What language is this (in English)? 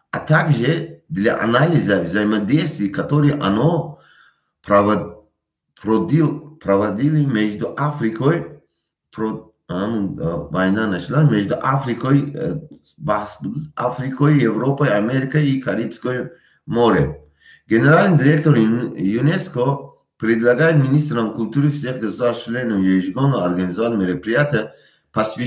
Tajik